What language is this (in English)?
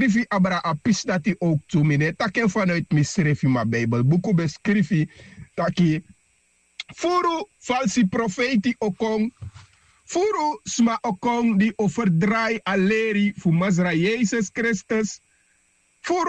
Sranan Tongo